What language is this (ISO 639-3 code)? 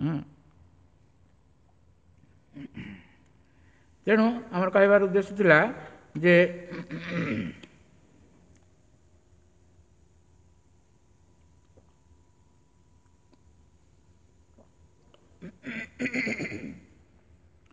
ori